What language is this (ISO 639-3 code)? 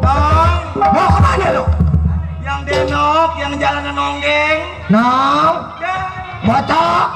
bew